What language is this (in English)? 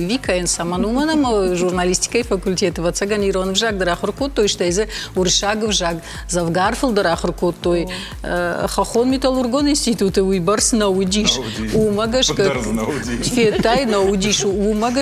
Ossetic